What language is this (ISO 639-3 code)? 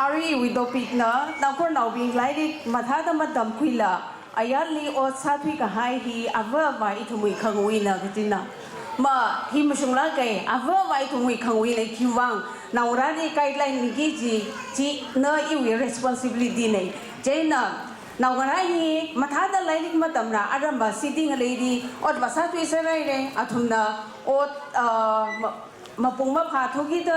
nmf